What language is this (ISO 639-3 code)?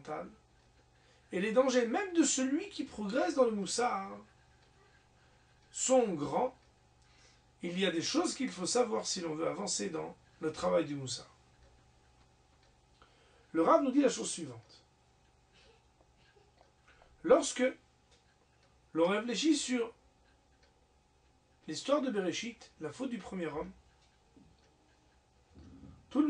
fra